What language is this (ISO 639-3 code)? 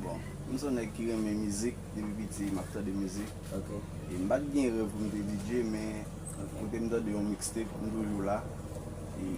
hat